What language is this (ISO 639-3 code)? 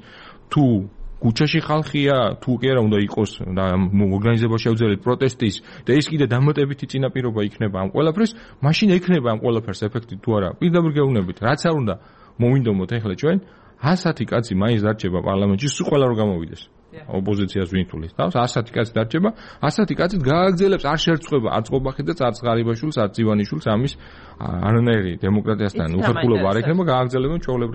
kat